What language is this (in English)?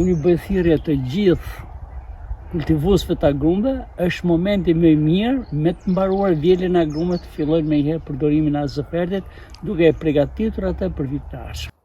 Albanian